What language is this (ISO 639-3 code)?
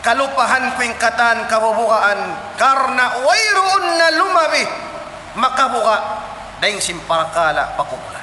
tsg